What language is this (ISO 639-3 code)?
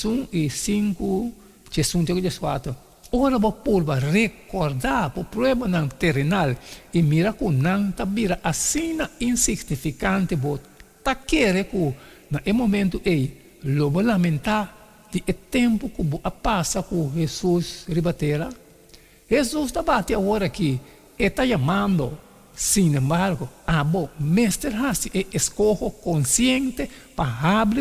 pap